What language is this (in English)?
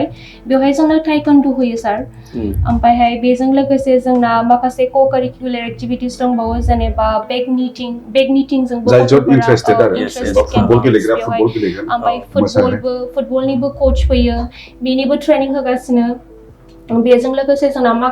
Bodo